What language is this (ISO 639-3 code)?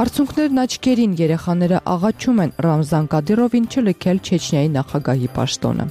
hye